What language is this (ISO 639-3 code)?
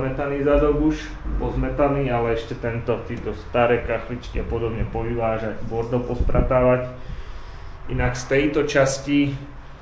slk